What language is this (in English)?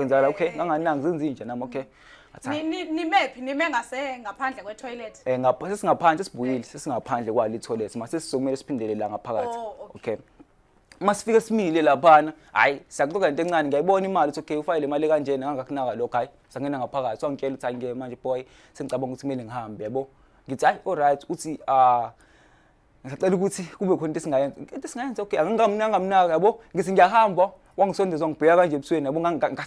Zulu